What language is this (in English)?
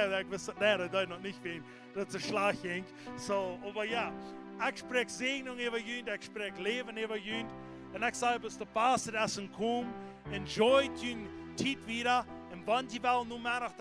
Plautdietsch